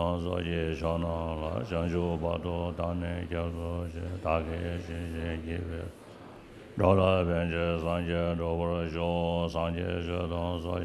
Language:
Tibetan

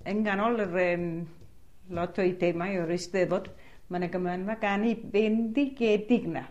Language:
Welsh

